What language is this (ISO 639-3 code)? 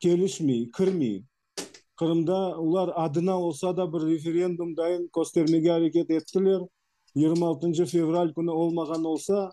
crh